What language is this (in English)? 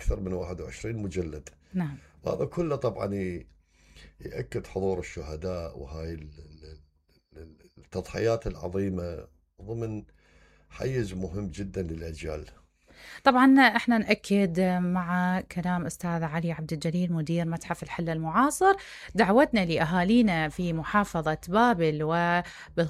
Mesopotamian Arabic